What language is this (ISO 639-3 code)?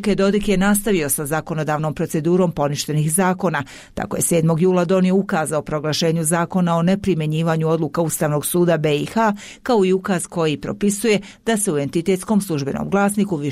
bos